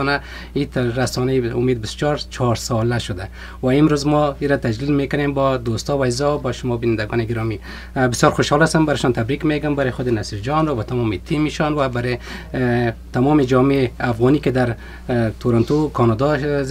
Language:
Persian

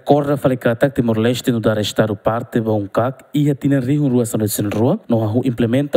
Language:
Tetum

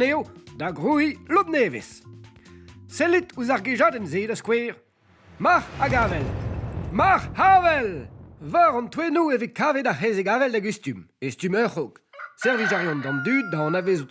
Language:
Breton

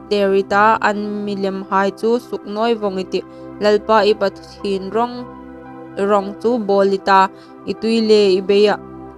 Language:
Hmar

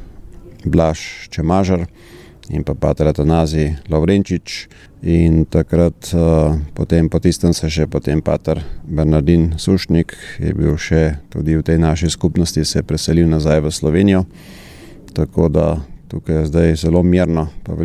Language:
Slovenian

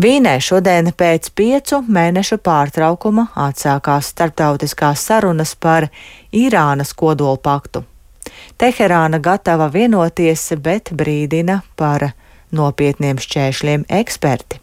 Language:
Latvian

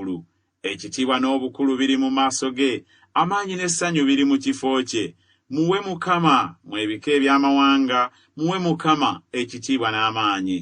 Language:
Ganda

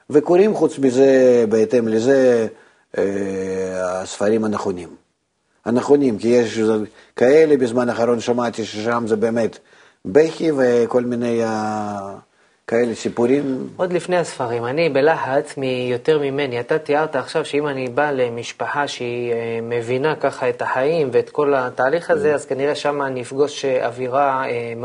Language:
Hebrew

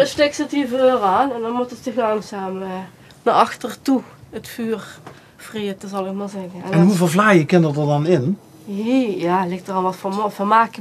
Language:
Limburgish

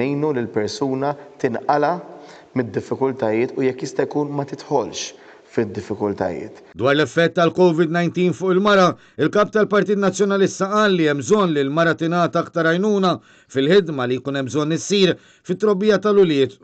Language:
Maltese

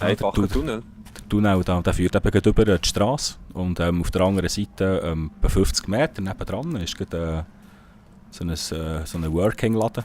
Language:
Swiss German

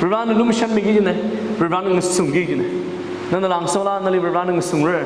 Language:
Tangkhul Naga (India)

